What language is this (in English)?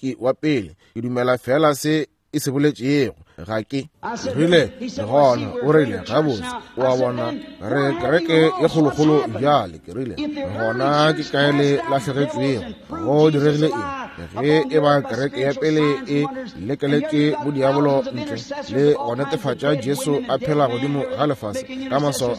Northern Sotho